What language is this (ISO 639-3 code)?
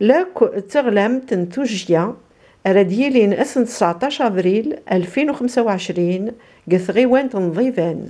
kab